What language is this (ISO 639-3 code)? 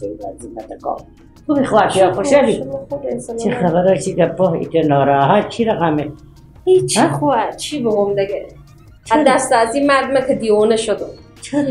fas